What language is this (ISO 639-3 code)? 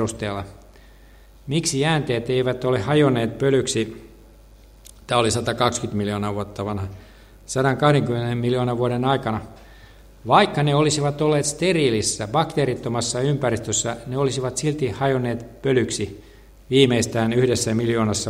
fin